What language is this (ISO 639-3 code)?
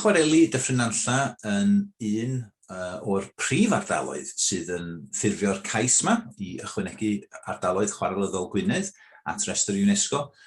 cym